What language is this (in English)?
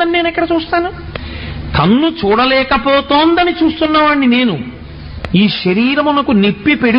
Telugu